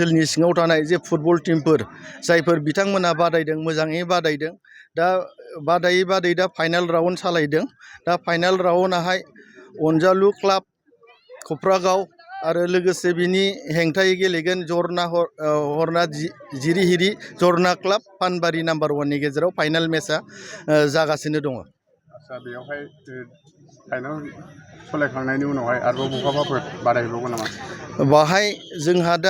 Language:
Bodo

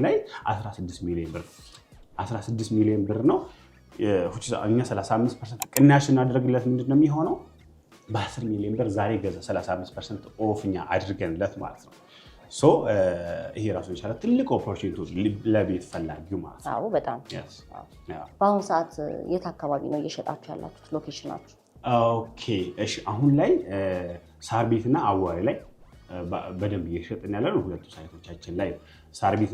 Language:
Amharic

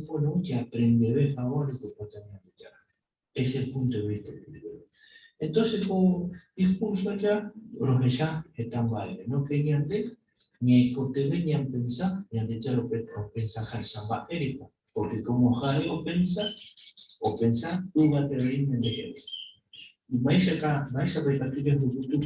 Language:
Guarani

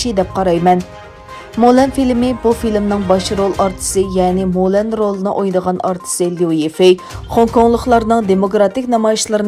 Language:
Uyghur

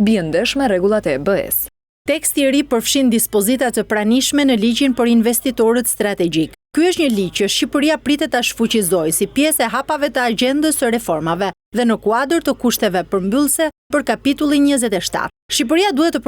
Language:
Albanian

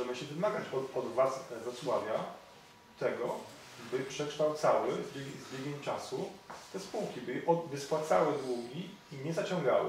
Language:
Polish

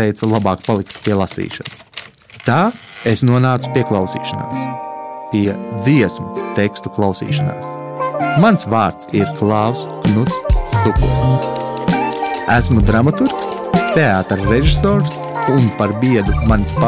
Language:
Latvian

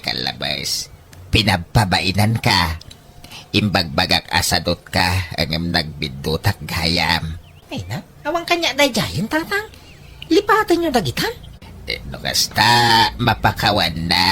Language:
Iloko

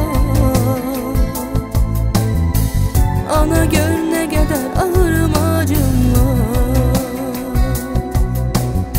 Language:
Turkish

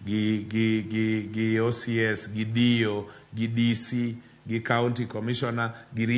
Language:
Luo (Kenya and Tanzania)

